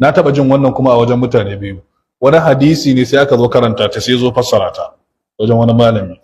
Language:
Hausa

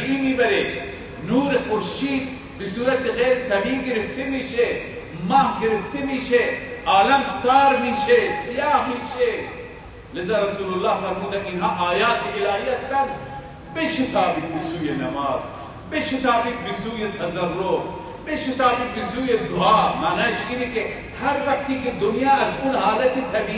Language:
Persian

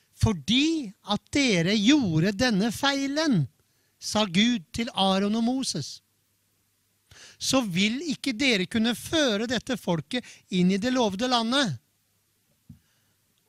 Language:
Norwegian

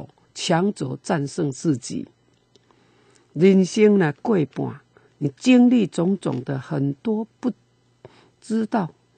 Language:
Min Nan Chinese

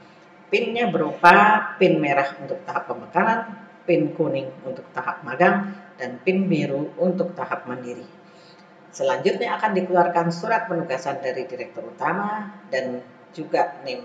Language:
Indonesian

